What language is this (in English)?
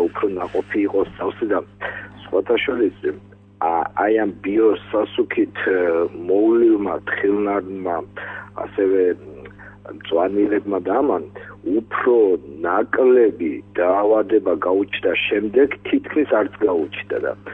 Georgian